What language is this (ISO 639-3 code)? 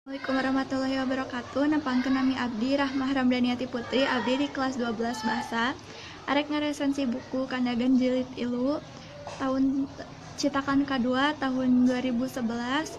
sun